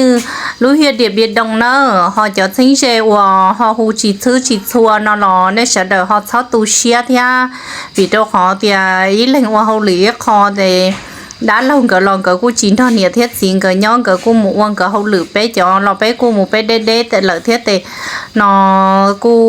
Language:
Hmong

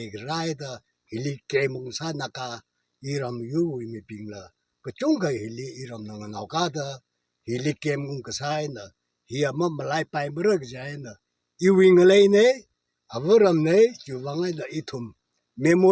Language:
Tangkhul Naga (India)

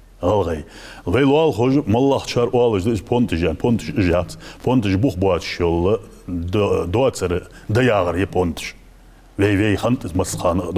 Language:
Ingush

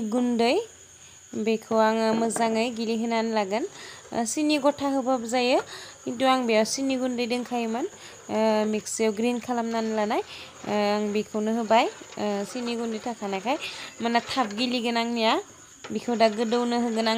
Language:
Bodo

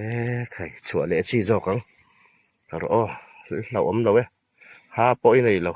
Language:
Hmar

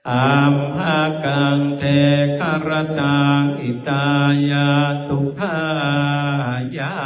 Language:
Pali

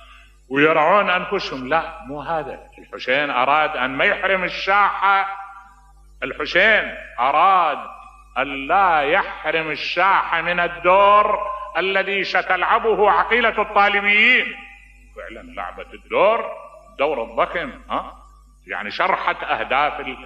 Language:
Mesopotamian Arabic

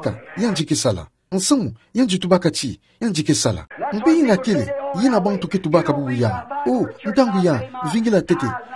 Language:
Kituba (Democratic Republic of Congo)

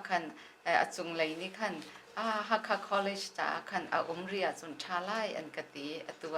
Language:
Hakha Chin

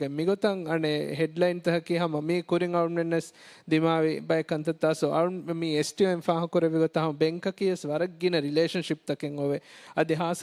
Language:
Divehi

